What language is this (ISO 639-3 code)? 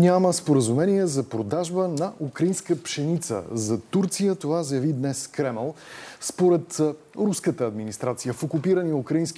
bul